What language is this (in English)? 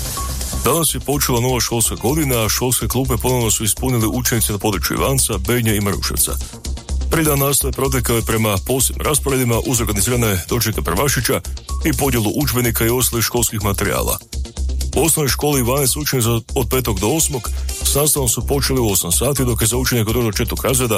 Croatian